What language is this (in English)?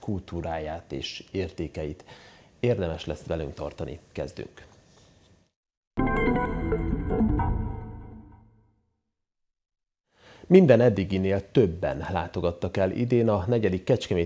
Hungarian